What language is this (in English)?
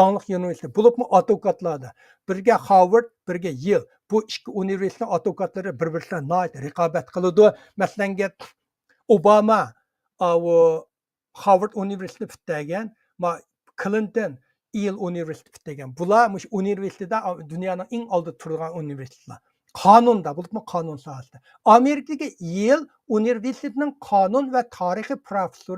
Uyghur